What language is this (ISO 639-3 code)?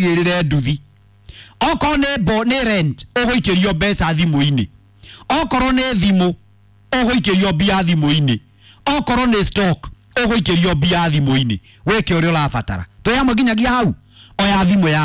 kik